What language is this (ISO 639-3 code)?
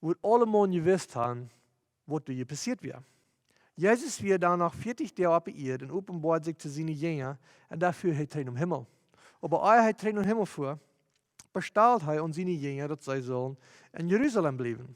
pdt